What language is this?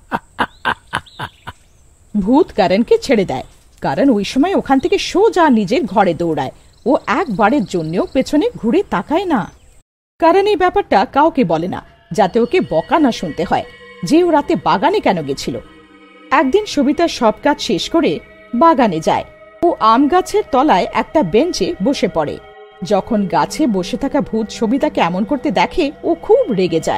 Bangla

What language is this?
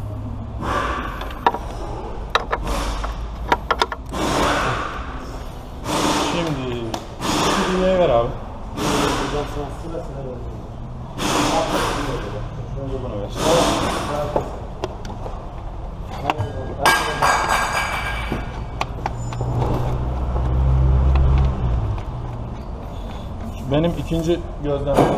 Turkish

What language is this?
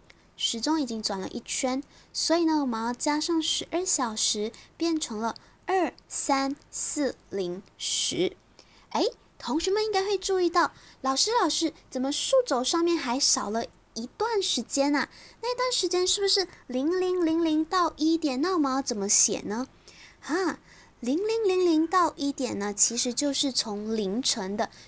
Chinese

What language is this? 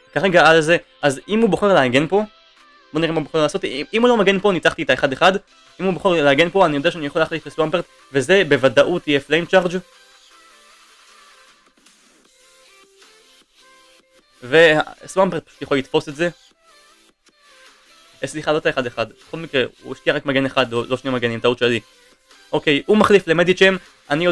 Hebrew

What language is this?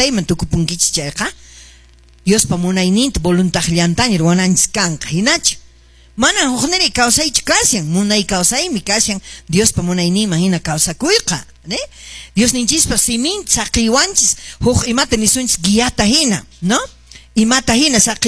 Quechua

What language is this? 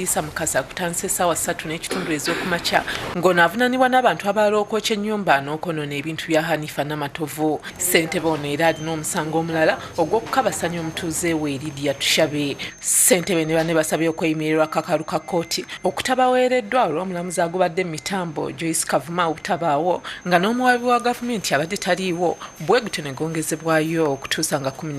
Ganda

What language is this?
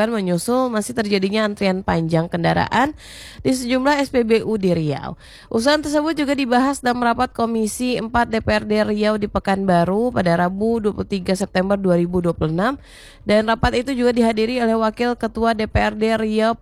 Indonesian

